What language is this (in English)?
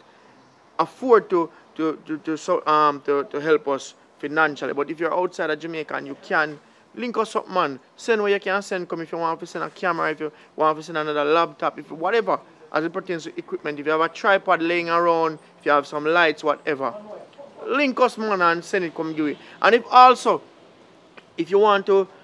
Jamaican Creole English